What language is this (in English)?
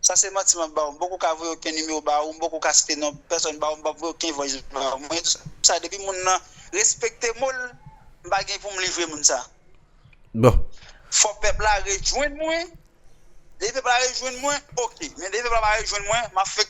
Haitian Creole